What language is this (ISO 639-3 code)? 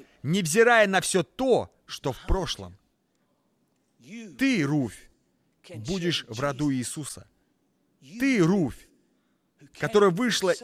rus